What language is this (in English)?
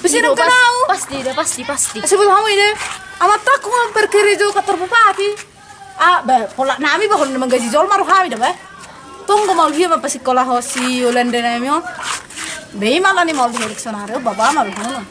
Batak Toba